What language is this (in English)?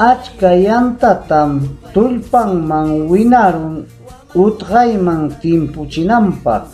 Ayacucho Quechua